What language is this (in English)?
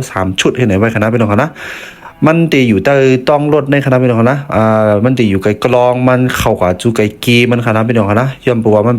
Shan